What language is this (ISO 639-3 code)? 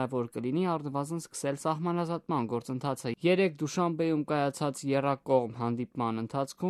hye